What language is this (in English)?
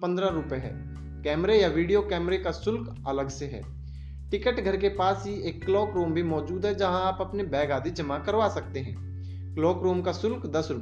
Hindi